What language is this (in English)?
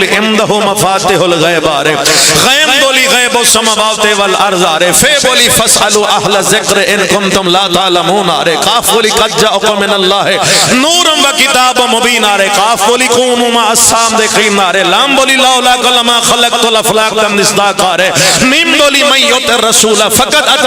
Pahari-Potwari